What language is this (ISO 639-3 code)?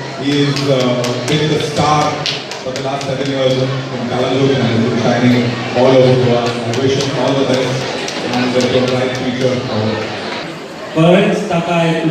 kok